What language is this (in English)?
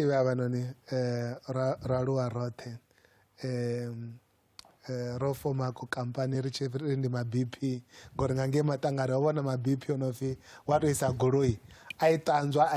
Venda